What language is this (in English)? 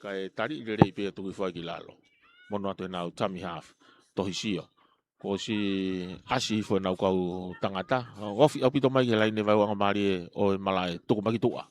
Tongan